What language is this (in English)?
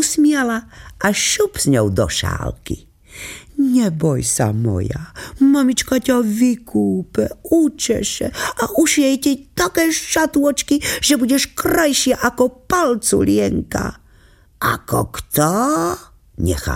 Slovak